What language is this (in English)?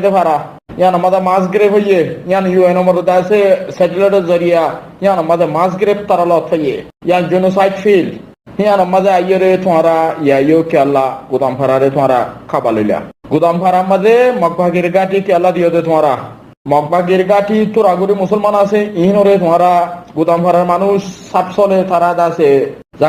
Rohingya